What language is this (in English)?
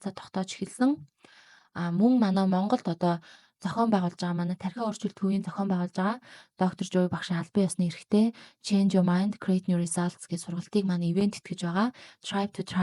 Mongolian